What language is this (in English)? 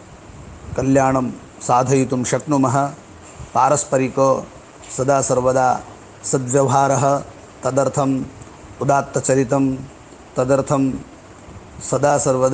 Sanskrit